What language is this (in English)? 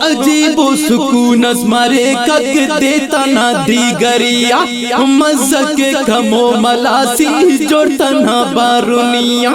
Brahui